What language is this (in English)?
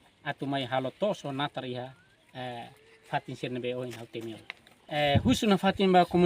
Tetum